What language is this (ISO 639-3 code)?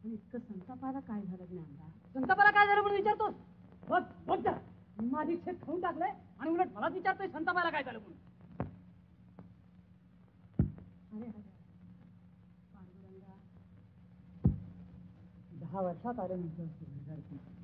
mar